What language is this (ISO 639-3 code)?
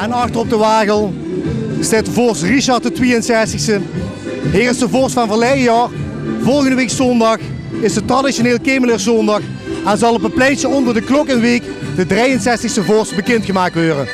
lim